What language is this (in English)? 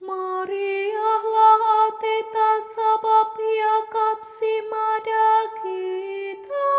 Batak Karo